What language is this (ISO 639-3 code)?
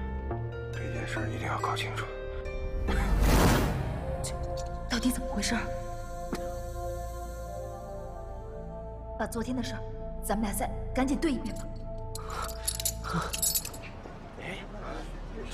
zho